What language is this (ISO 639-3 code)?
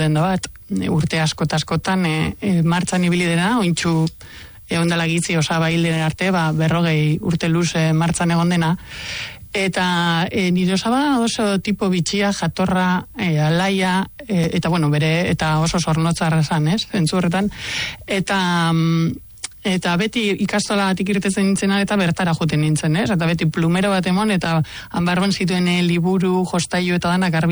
eus